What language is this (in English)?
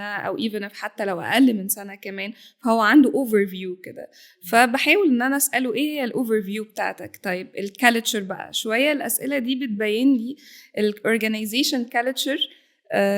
Egyptian Arabic